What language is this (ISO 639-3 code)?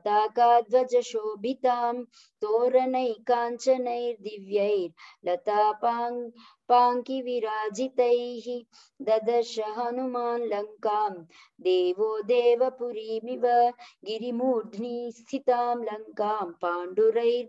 san